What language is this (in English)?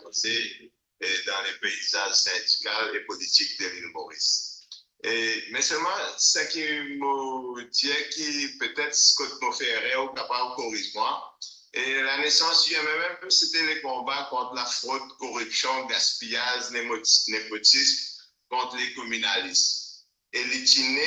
Morisyen